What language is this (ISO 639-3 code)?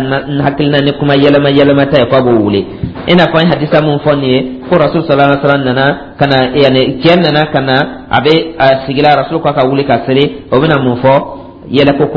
dyu